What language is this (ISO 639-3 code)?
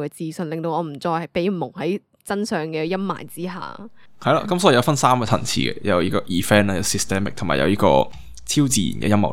yue